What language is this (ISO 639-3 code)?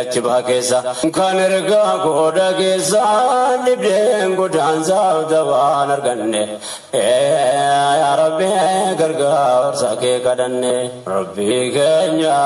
orm